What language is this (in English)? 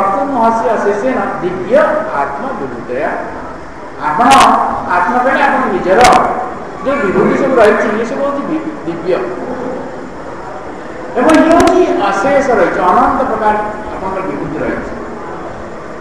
Odia